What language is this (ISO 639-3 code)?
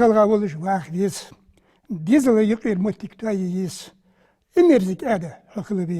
inh